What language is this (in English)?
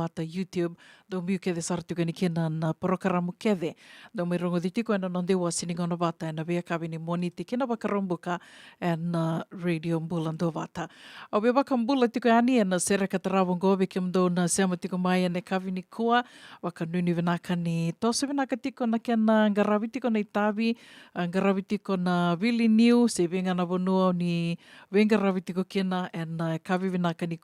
Fijian